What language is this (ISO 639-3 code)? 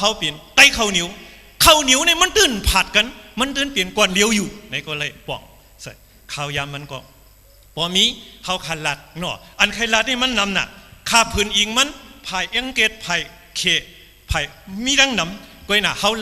shn